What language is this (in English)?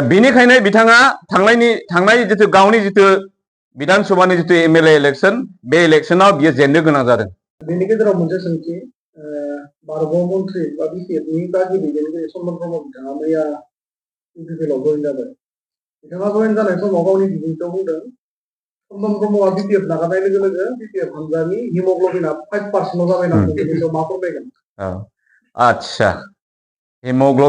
Bodo